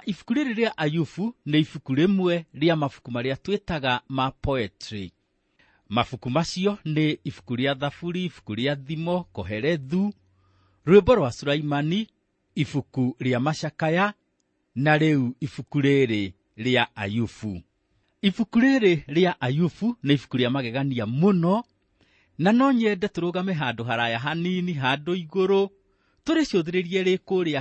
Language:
Kikuyu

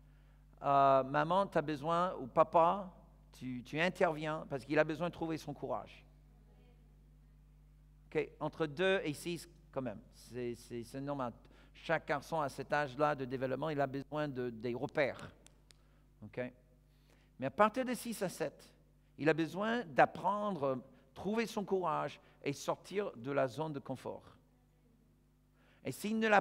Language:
French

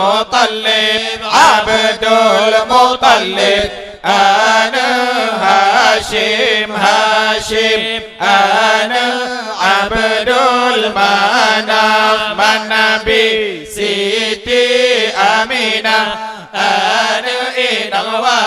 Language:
Achinese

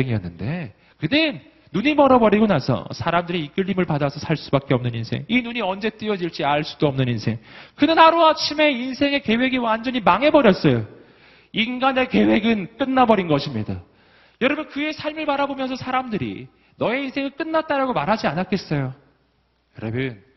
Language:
Korean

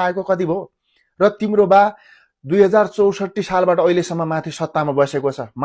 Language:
Nepali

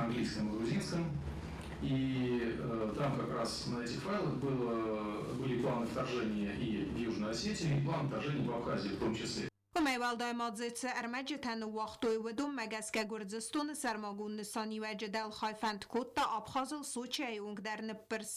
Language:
Ossetic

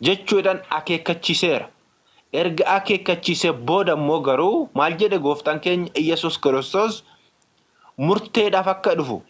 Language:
Oromo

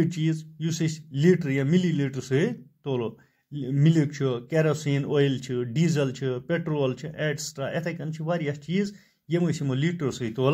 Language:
Kashmiri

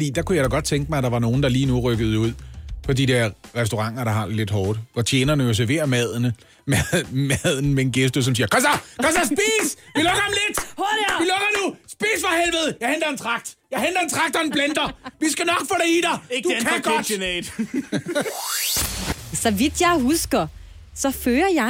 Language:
Danish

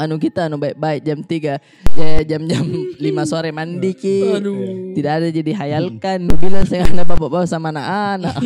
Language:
Makassar Malay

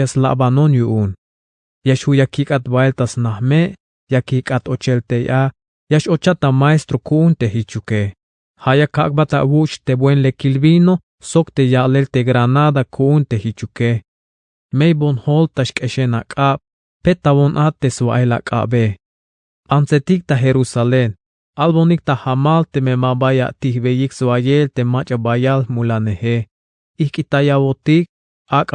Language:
Tzeltal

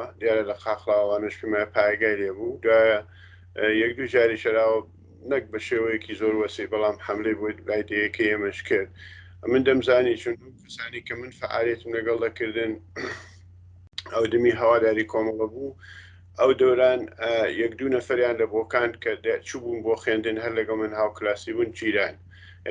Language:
Central Kurdish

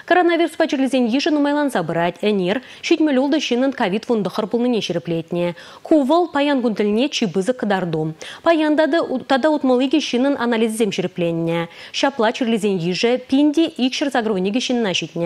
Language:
Chuvash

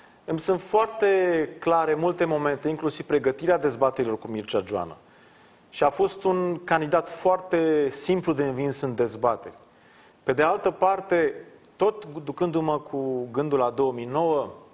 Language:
Romanian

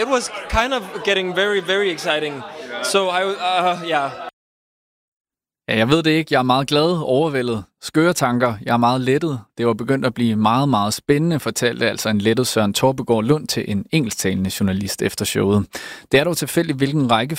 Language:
Danish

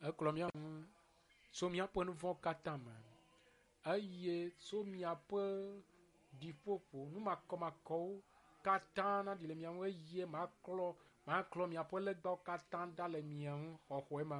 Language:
Ewe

